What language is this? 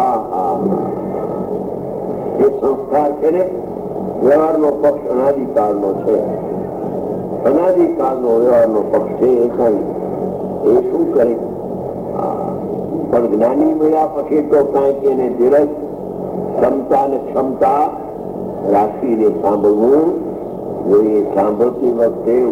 Gujarati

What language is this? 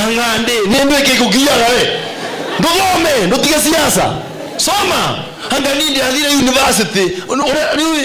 Kikuyu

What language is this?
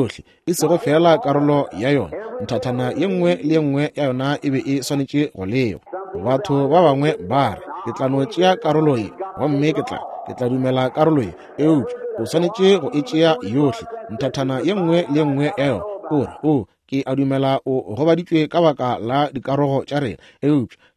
Northern Sotho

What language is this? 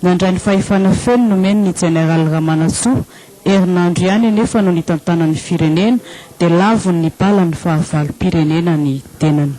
Malagasy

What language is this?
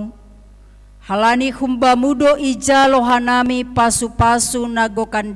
Batak Simalungun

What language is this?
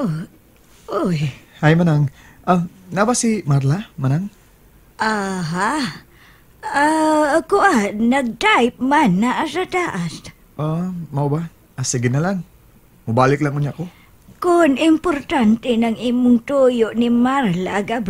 Cebuano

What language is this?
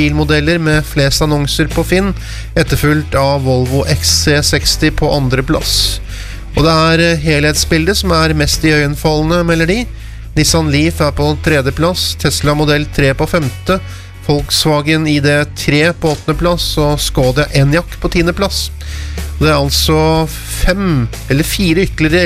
Norwegian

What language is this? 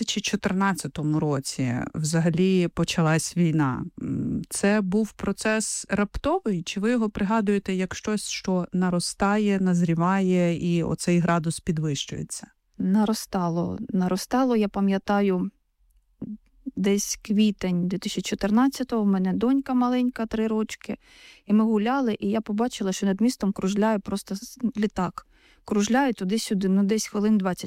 Ukrainian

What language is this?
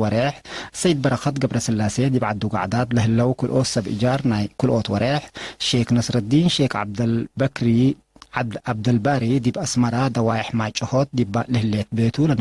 Tigre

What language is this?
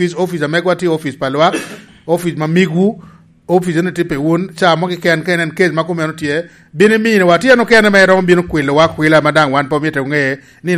Lango (Uganda)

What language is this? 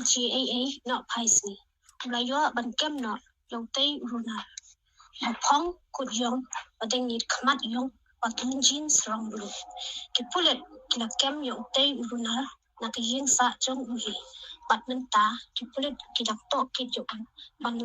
Khasi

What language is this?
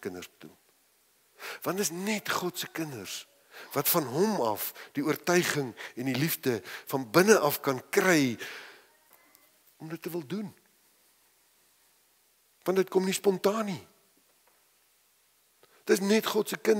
Afrikaans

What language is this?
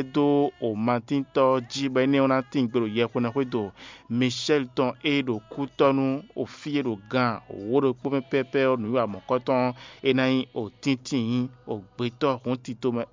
Fon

